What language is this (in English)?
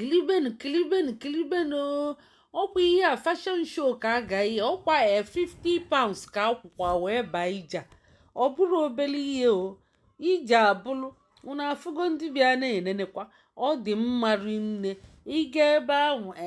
Igbo